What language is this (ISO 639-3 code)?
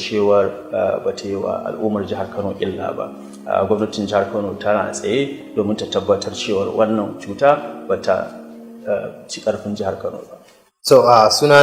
hau